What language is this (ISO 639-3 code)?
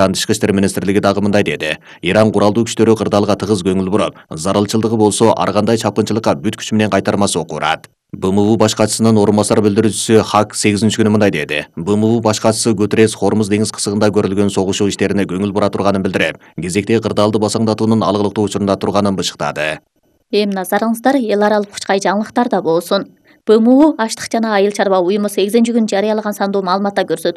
kir